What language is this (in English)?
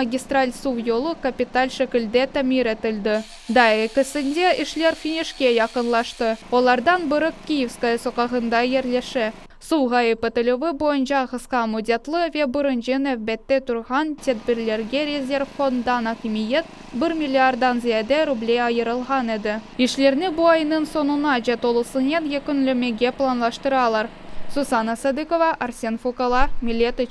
Crimean Tatar